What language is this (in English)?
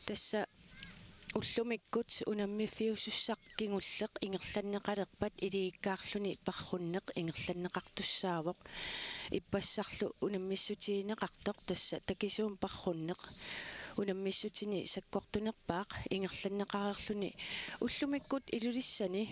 Kalaallisut